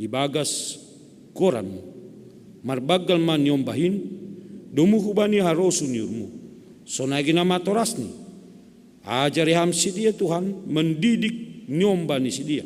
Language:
Batak Simalungun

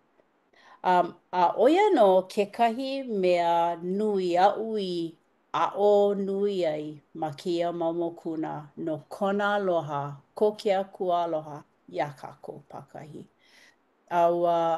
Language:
Hawaiian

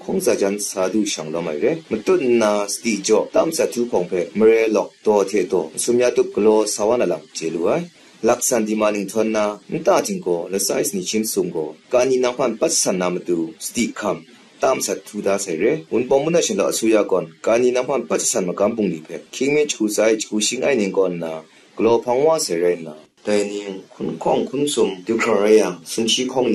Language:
Kachin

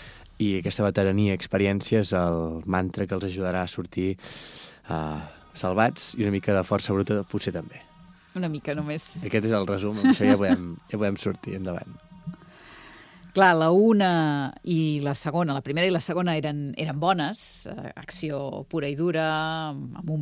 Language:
Catalan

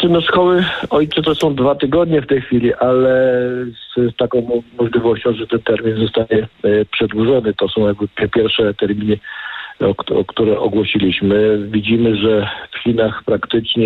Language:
Polish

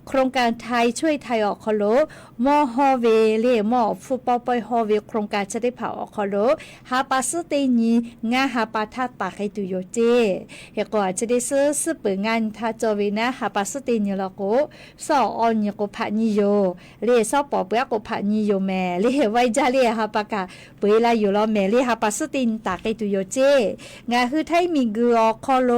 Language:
Lahu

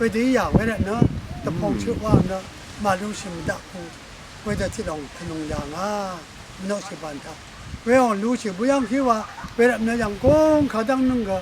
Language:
Rawang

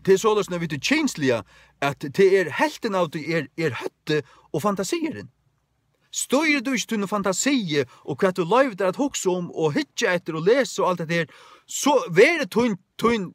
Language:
Faroese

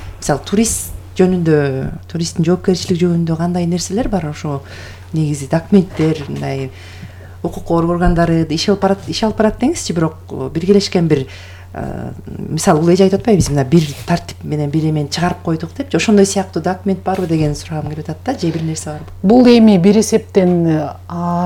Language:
Kyrgyz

